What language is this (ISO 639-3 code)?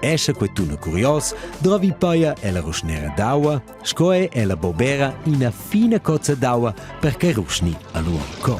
roh